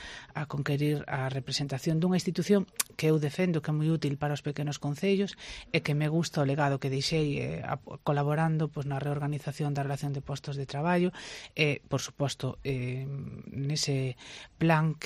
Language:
Galician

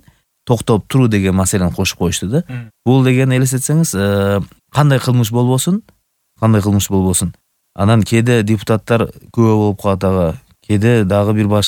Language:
Kyrgyz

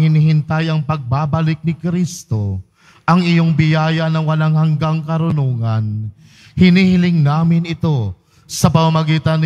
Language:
Filipino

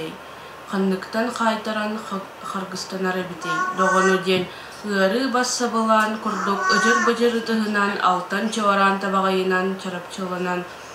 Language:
Yakut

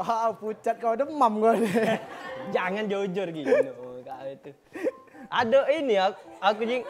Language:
Musi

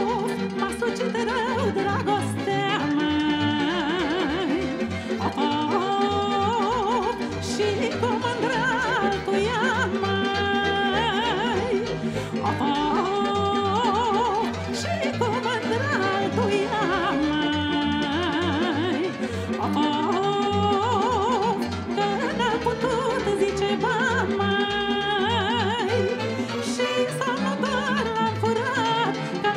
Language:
Romanian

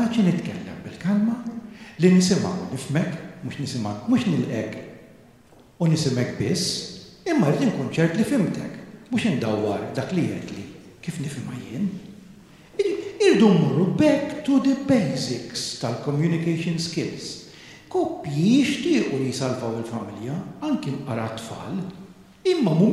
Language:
Maltese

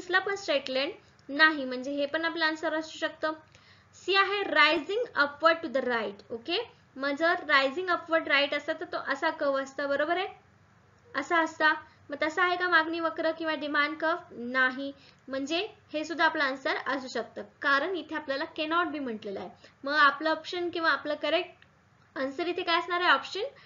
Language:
Marathi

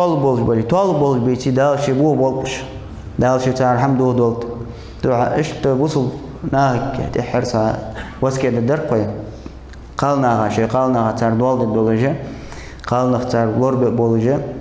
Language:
Ingush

